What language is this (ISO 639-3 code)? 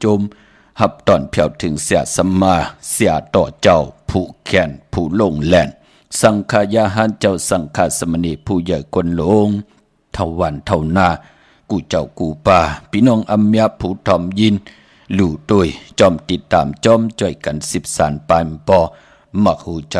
shn